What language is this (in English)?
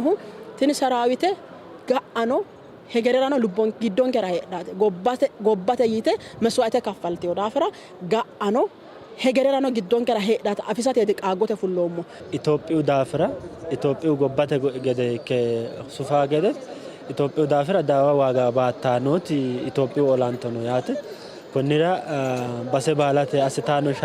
Sidamo